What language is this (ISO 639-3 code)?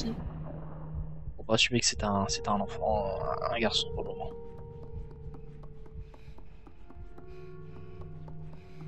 fra